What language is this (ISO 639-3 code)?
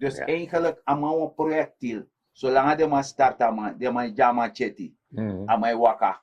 srn